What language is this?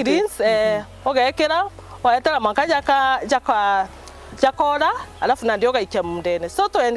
Meru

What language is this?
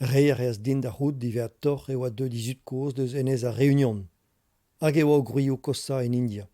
Breton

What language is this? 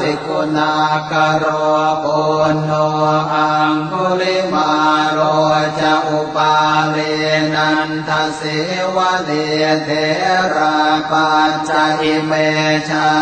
Pali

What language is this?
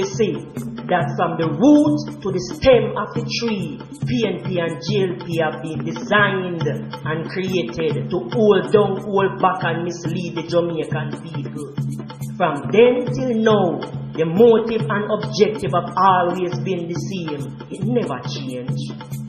Jamaican Creole English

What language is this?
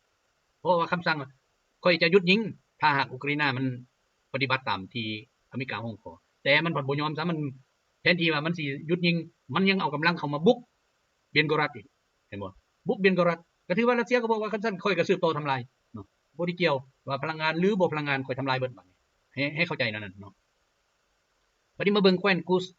Lao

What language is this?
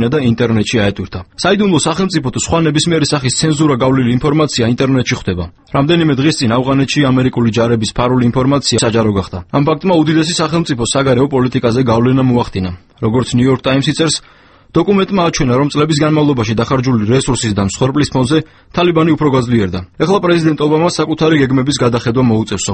Georgian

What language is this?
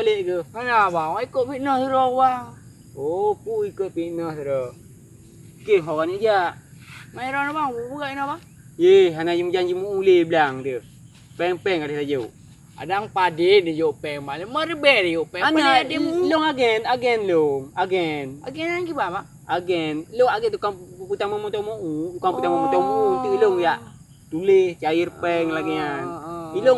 Achinese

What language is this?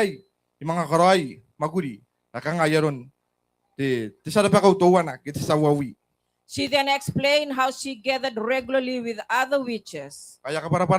Gilbertese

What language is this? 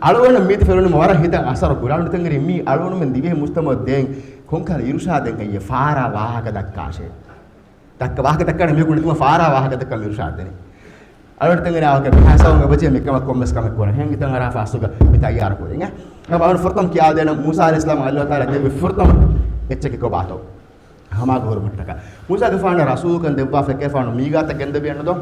Divehi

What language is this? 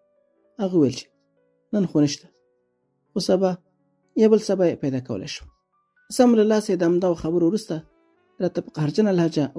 Pashto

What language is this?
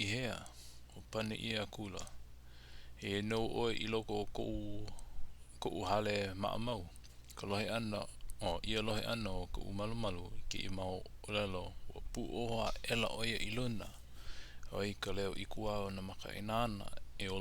Hawaiian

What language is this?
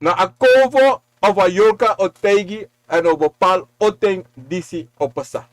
Sranan Tongo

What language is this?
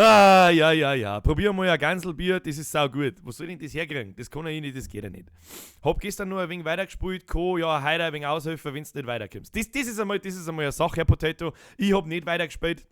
Bavarian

